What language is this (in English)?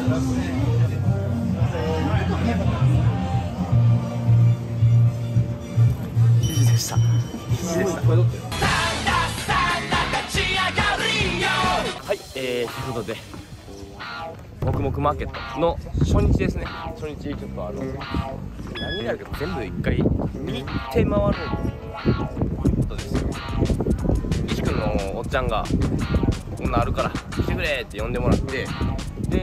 Japanese